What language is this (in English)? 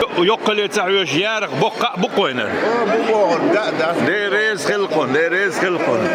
Chechen